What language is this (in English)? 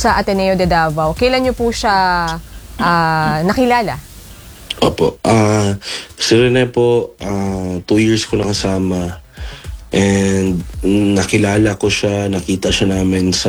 Filipino